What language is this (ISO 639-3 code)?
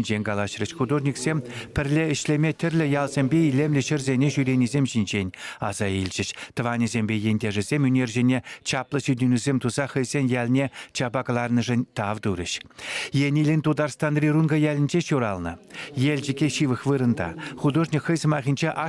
chv